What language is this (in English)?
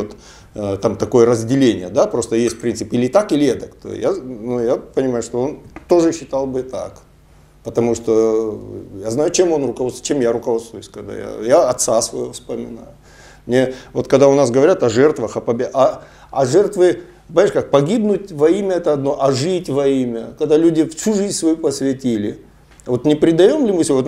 Russian